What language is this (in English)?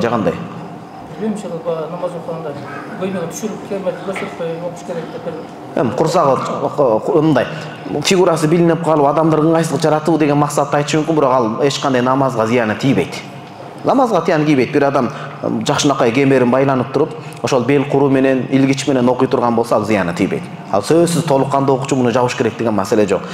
Kyrgyz